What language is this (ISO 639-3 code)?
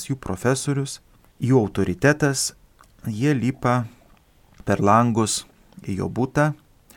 lit